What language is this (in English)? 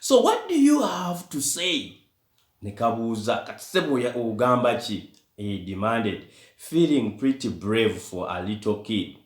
Ganda